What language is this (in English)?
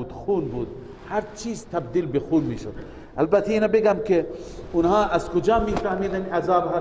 Persian